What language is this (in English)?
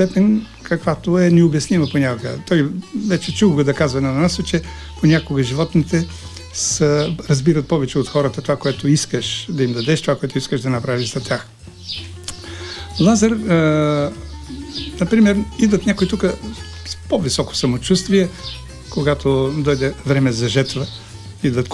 Bulgarian